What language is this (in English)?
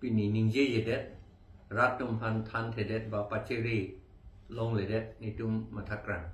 Karbi